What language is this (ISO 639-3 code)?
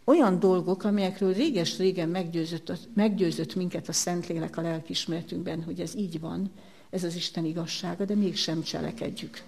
hun